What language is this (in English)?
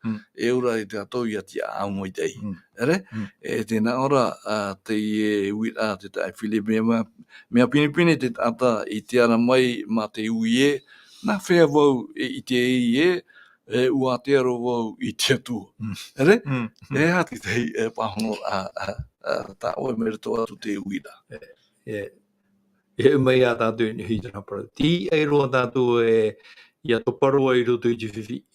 Tahitian